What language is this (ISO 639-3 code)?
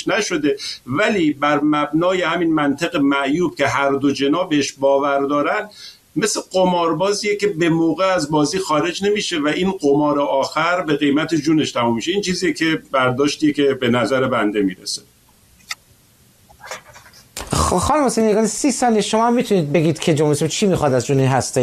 fas